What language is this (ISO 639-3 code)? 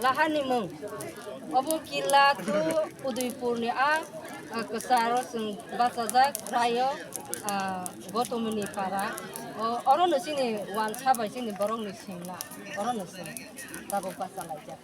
trp